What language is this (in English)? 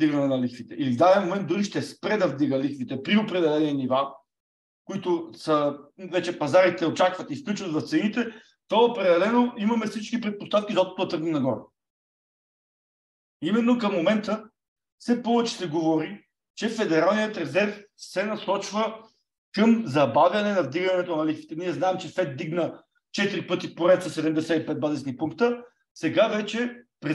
Bulgarian